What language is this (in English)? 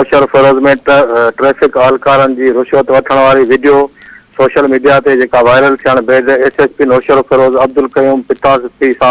Sindhi